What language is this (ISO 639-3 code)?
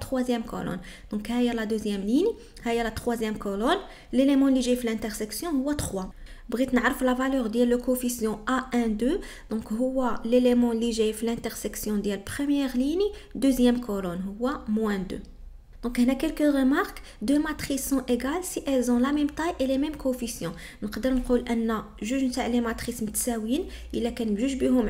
ary